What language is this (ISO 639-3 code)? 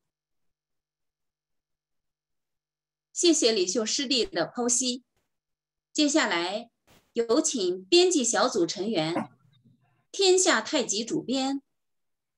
zho